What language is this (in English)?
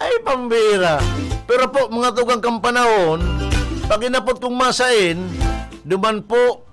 Bikol